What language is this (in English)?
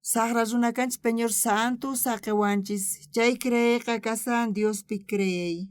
South Bolivian Quechua